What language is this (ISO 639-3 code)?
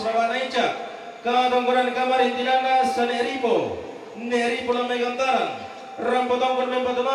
sda